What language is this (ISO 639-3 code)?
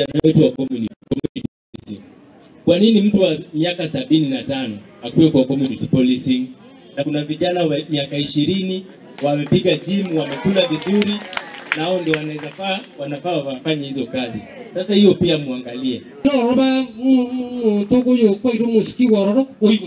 guz